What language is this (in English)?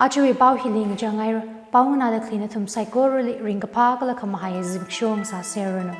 Tangkhul Naga (India)